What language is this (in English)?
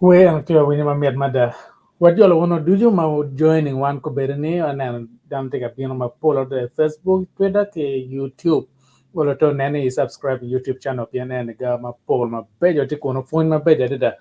Acoli